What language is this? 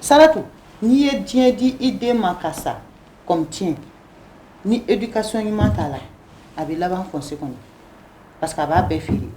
Bambara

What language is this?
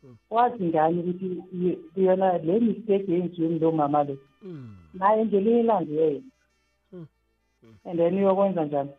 South Ndebele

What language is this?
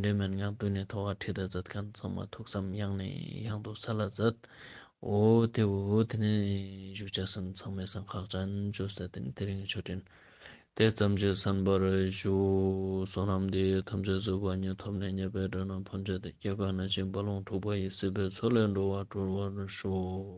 Ladakhi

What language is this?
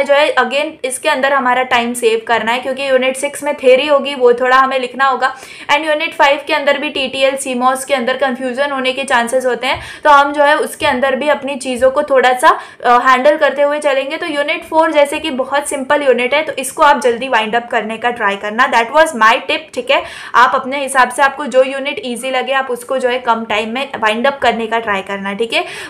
Hindi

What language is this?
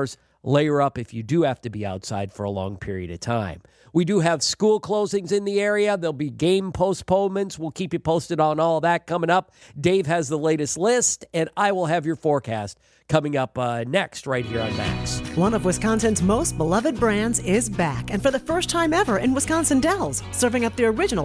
English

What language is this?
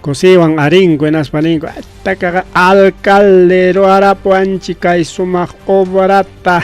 Ayacucho Quechua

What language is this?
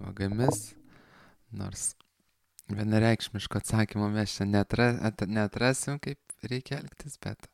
Lithuanian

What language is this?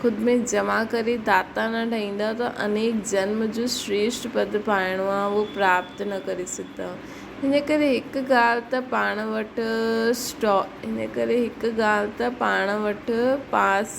Sindhi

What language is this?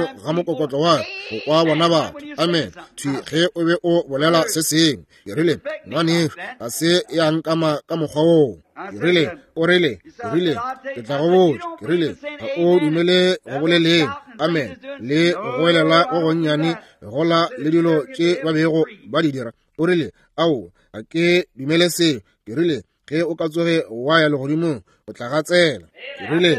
Northern Sotho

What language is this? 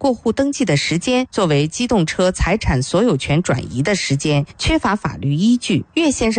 Chinese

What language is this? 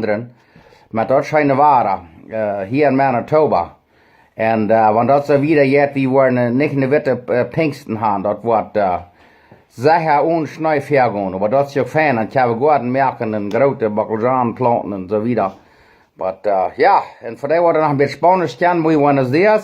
Plautdietsch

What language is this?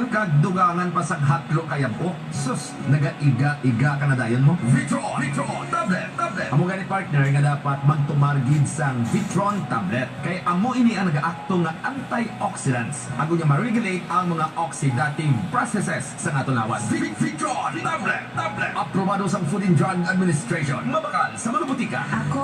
Hiligaynon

